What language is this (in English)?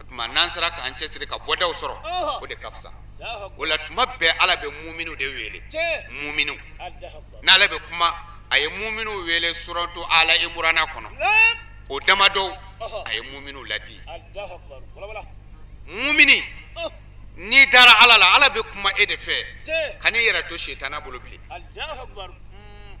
Bambara